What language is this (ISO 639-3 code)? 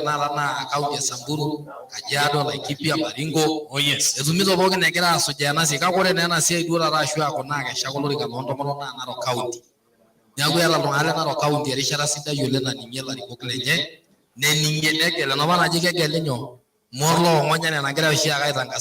mas